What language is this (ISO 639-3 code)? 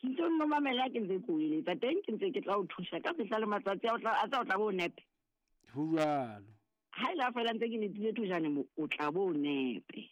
sot